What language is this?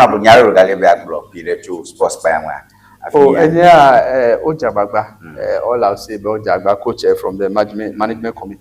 Ewe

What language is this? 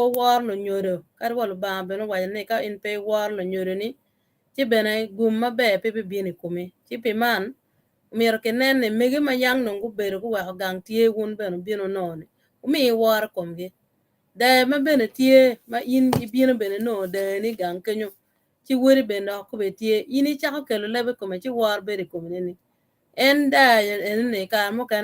Acoli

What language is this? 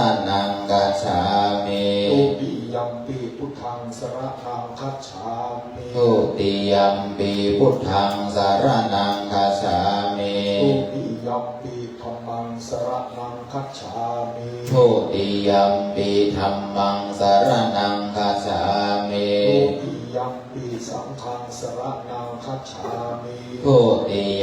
Pali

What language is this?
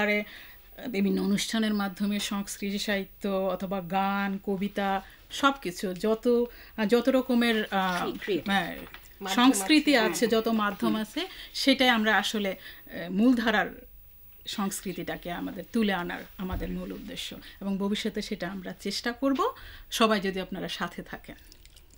Bangla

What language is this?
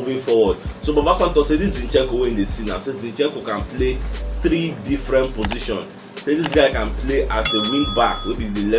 Nigerian Pidgin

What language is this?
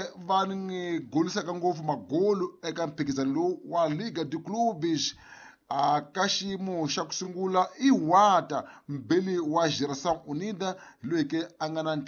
Tsonga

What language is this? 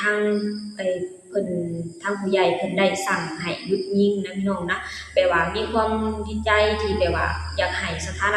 Lao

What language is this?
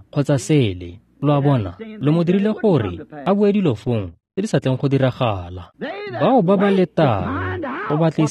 Tswana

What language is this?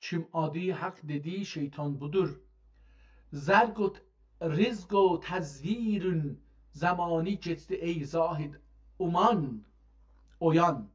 South Azerbaijani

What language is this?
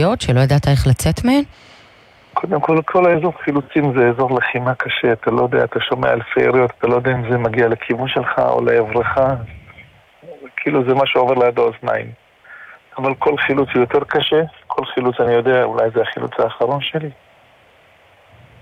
Hebrew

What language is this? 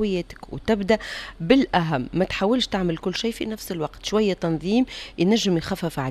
Tunisian Arabic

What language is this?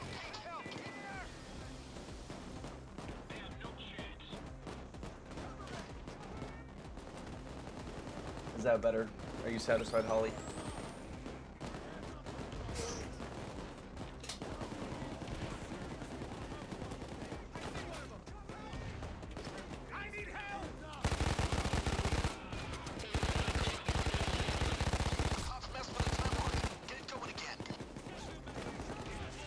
English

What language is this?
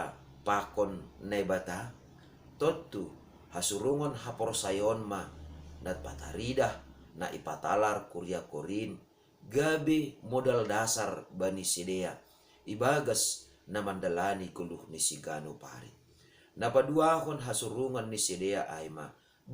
Batak Simalungun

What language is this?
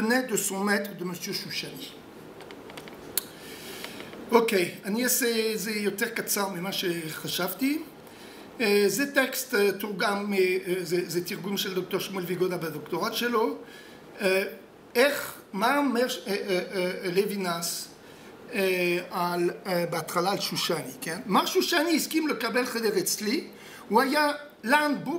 Hebrew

